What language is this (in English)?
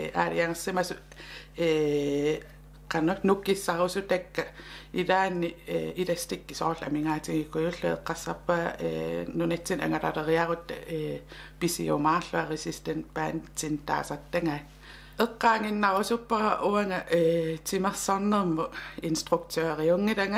Kalaallisut